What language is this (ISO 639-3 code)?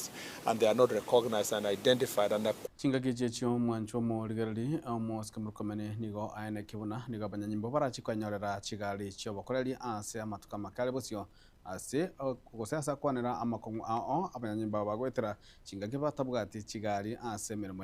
guz